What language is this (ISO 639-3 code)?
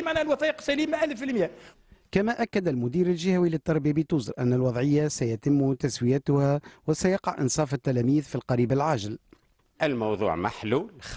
aeb